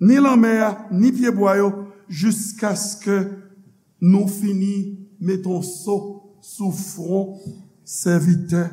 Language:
Haitian Creole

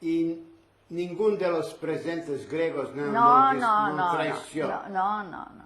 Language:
Ladino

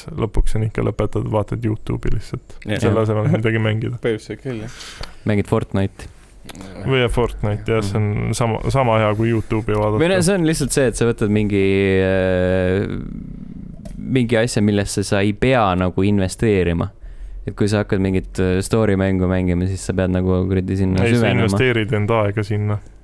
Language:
Estonian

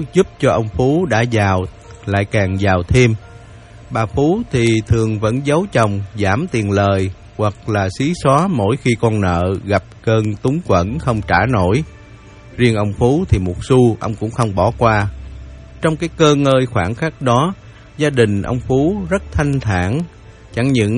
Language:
Vietnamese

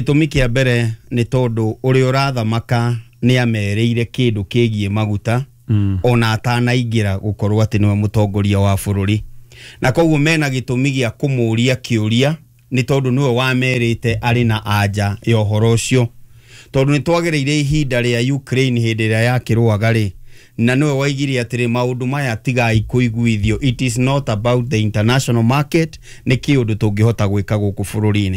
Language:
Kikuyu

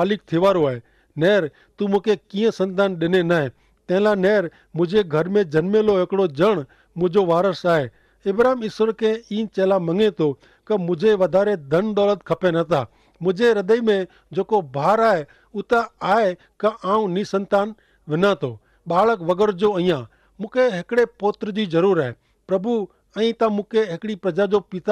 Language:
Kachhi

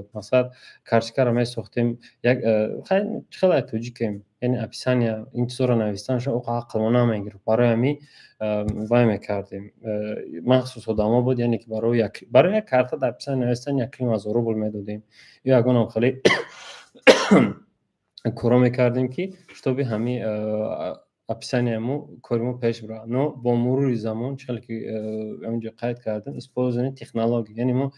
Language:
Tajik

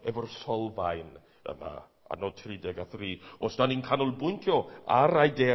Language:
Welsh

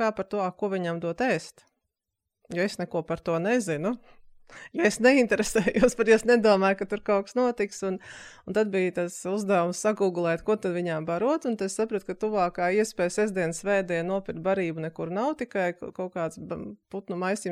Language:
Latvian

